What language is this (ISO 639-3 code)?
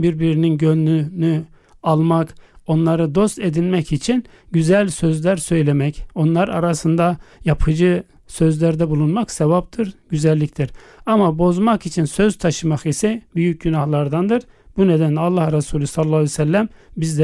tur